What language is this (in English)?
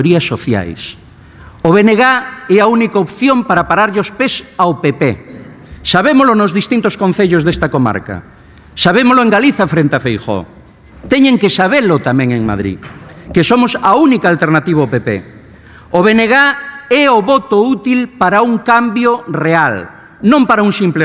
Galician